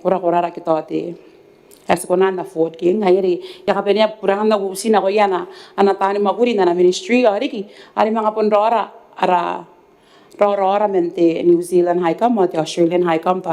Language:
Gilbertese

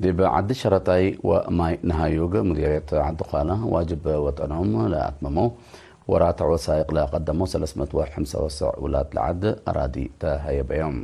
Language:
Tigre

